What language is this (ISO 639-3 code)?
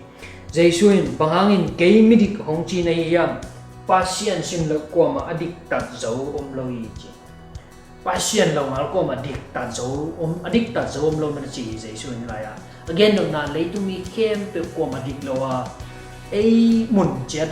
ctd